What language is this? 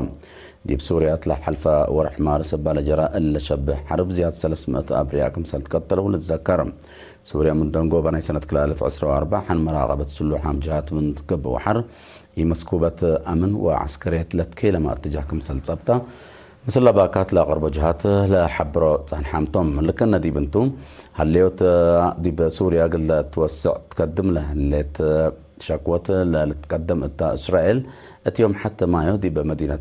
Tigre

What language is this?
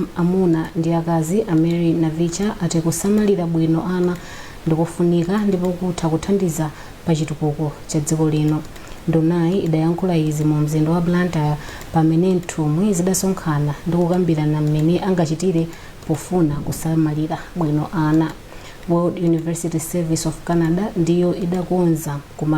Nyanja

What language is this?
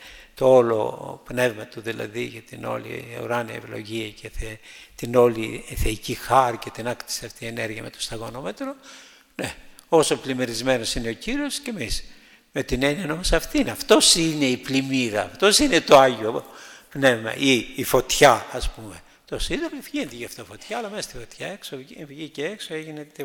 Greek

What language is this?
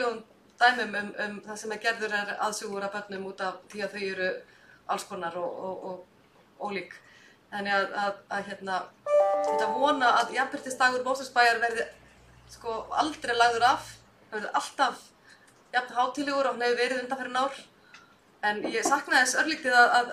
Icelandic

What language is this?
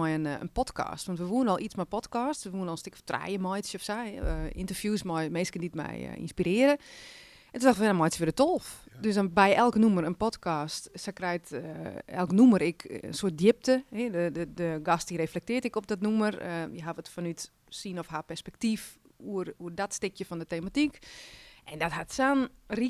Western Frisian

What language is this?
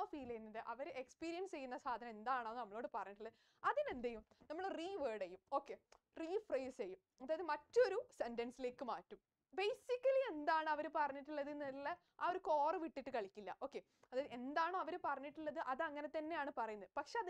Malayalam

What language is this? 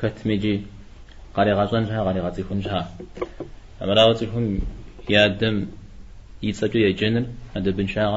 Kabardian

